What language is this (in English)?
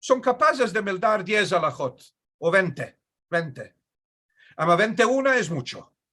Ladino